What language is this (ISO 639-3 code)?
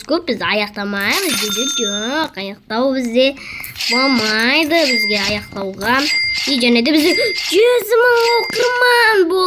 kaz